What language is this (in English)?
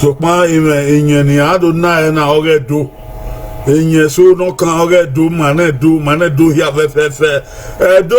Bini